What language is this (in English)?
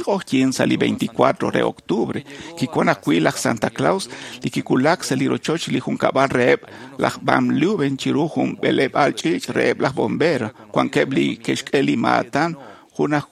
Kekchí